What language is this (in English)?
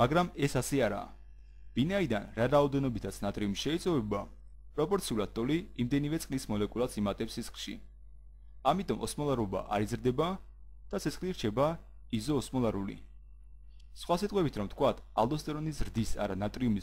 Georgian